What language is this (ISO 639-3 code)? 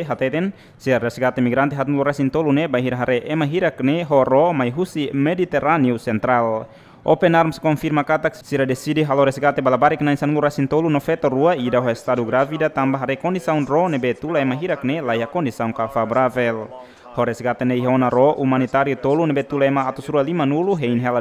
tet